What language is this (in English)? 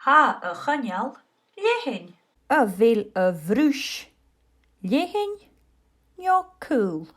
Scottish Gaelic